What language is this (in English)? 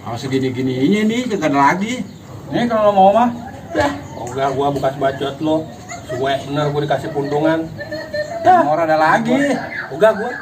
Betawi